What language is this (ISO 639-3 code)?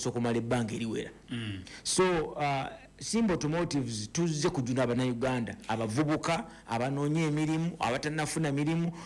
lug